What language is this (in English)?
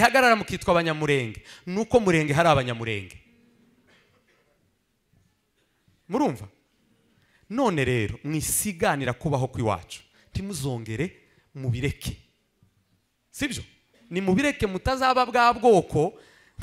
Kinyarwanda